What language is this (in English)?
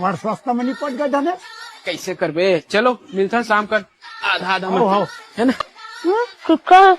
Chhattisgarhi